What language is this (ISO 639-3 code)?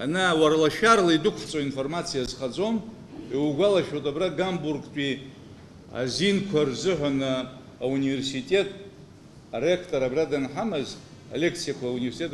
abk